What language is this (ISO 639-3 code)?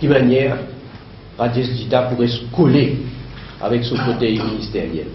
mfe